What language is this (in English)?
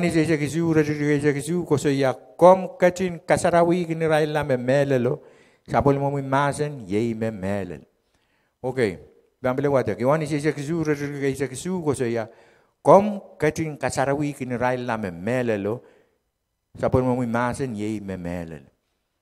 Pohnpeian